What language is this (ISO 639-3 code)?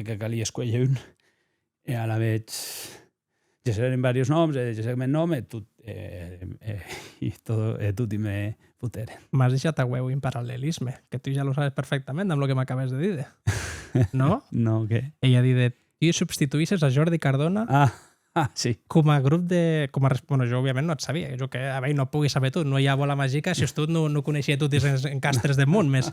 oci